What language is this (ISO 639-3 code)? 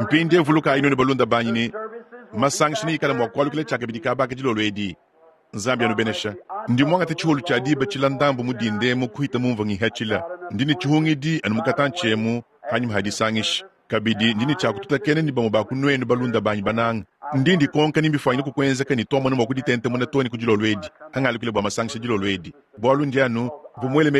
lua